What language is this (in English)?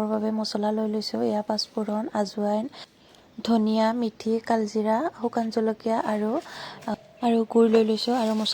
Assamese